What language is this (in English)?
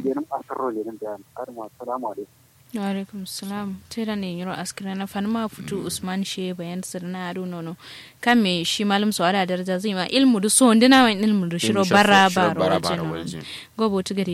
Kanuri